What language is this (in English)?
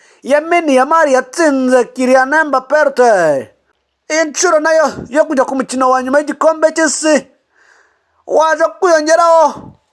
Kinyarwanda